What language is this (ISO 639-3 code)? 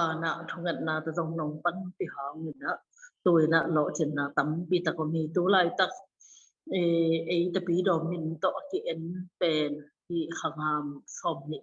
ctd